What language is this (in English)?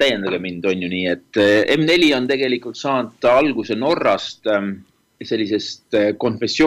Estonian